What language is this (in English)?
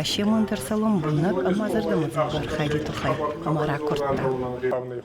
Ossetic